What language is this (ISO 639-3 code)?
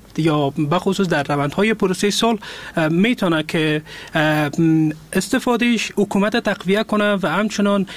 fas